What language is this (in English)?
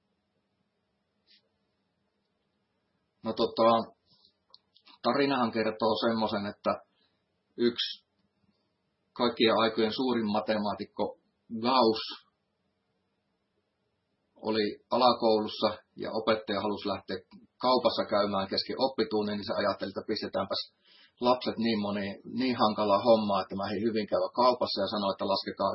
Finnish